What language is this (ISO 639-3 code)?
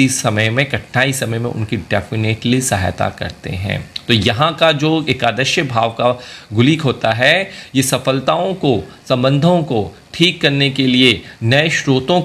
hin